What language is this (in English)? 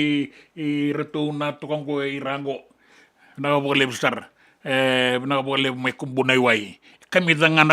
Fijian